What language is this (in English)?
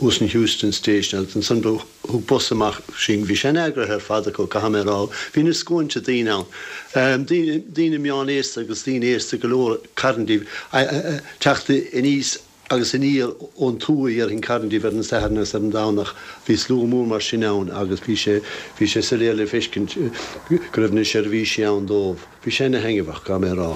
Irish